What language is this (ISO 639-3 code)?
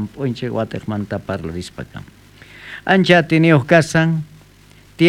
quh